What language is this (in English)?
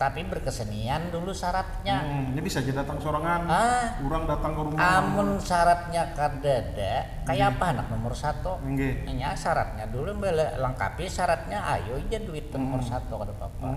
Banjar